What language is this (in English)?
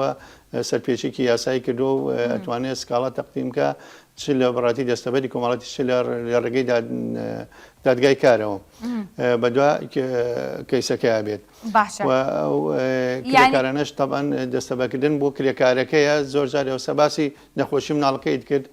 Central Kurdish